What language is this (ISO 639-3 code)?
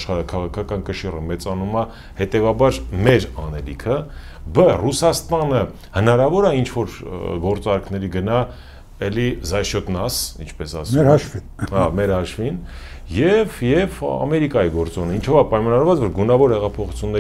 hye